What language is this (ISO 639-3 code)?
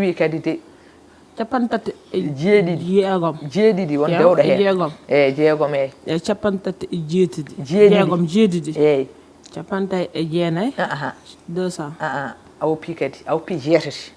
ful